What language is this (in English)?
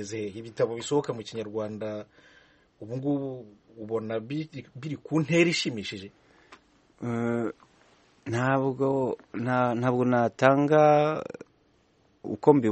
Kinyarwanda